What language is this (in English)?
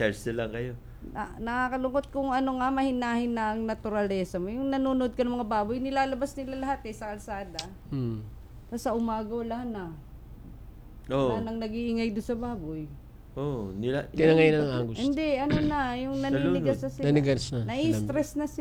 Filipino